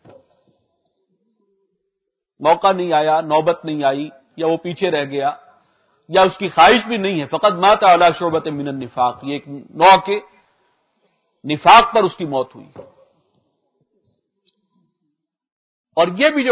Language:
Urdu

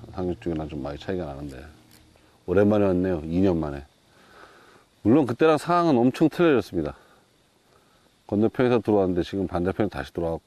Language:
Korean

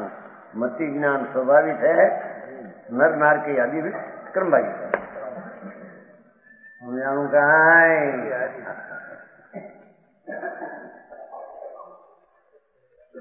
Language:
Gujarati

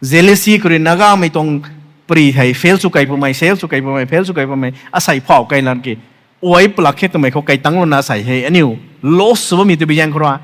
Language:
Rongmei Naga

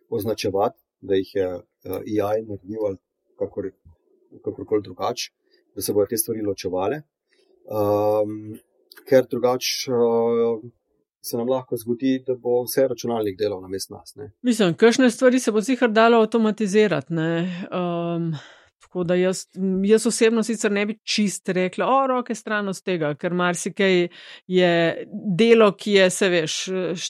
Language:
Slovenian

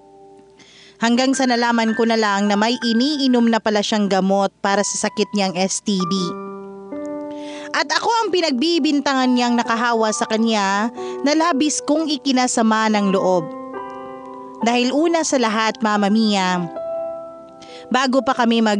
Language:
Filipino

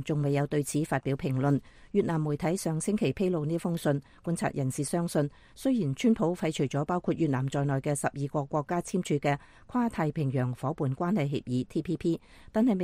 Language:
Cantonese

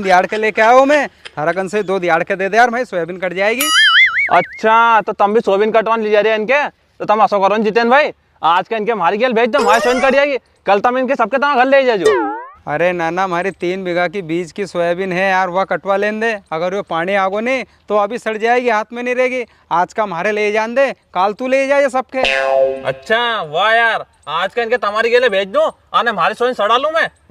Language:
Rajasthani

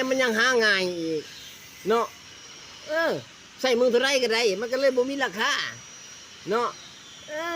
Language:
Lao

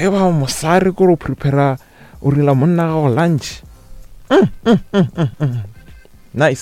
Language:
Northern Sotho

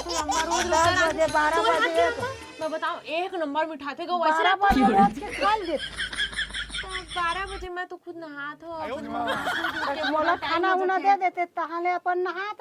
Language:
Chhattisgarhi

